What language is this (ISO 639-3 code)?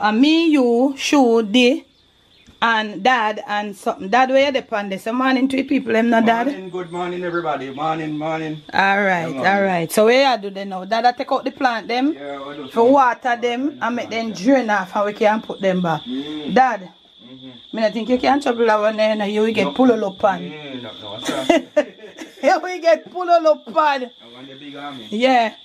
jam